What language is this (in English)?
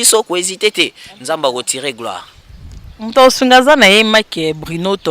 Lingala